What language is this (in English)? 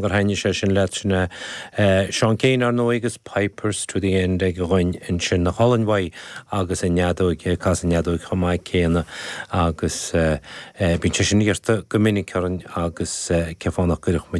Irish